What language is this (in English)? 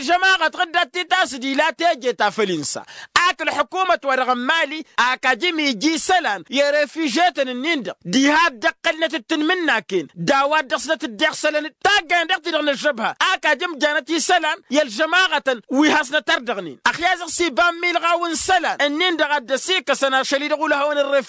Tamasheq